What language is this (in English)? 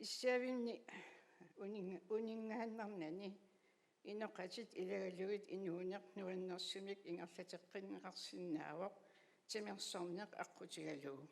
Kalaallisut